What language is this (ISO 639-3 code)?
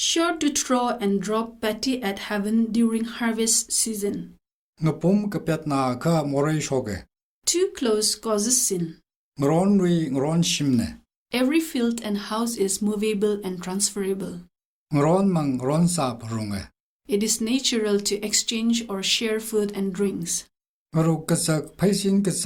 nmf